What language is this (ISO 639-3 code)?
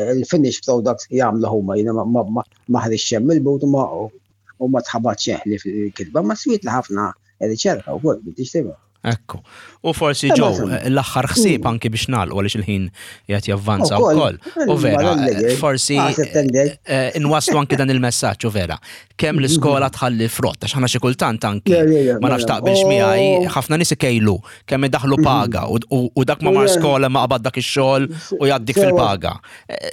mlt